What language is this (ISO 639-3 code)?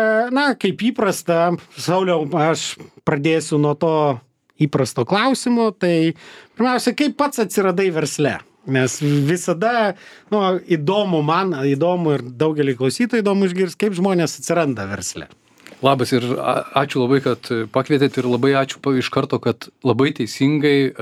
lit